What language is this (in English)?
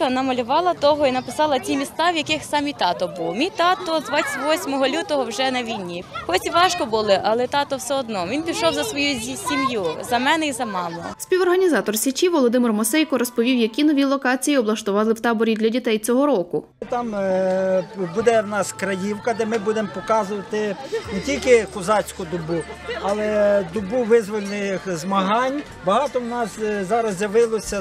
Ukrainian